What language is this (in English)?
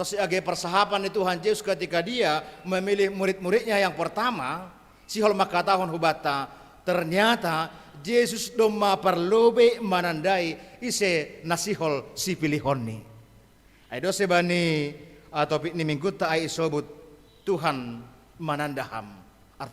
Batak Simalungun